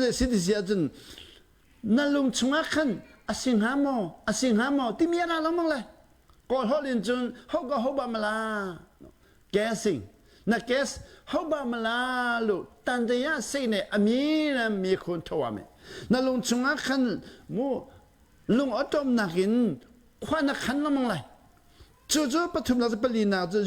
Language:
Hakha Chin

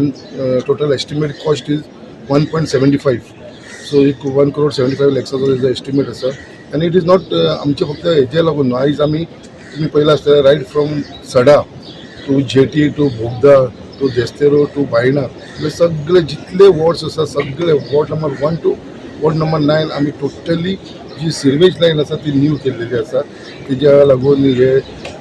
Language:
Konkani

